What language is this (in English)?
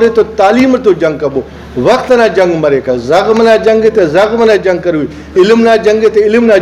Brahui